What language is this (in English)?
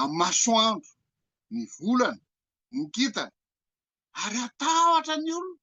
Malagasy